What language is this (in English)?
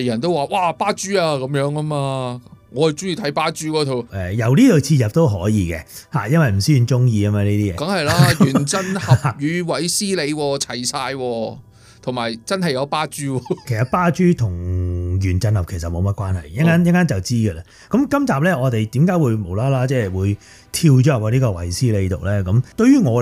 Cantonese